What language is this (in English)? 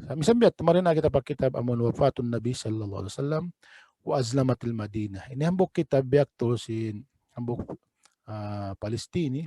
Tausug